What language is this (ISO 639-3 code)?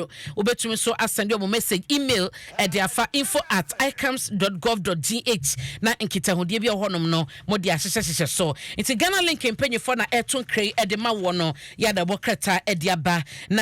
aka